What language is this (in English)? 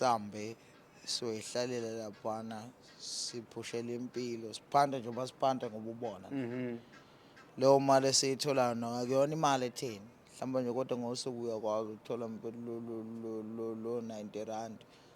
Zulu